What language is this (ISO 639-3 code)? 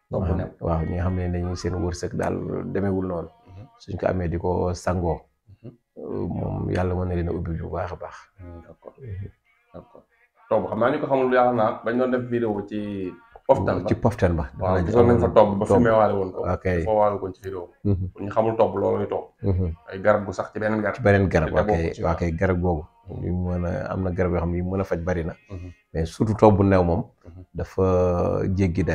wol